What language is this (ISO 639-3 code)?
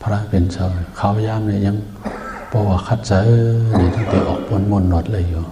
shn